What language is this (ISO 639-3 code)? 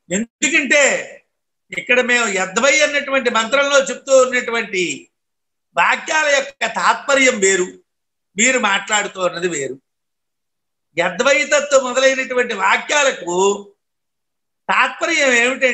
tel